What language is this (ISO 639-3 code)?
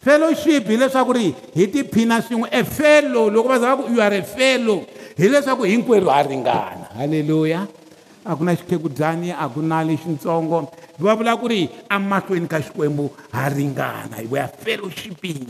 tso